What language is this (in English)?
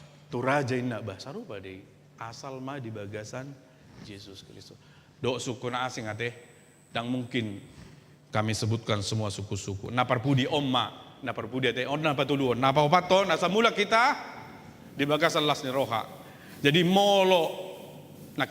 Batak Toba